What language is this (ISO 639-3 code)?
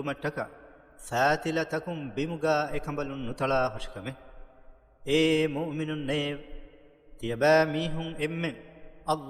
div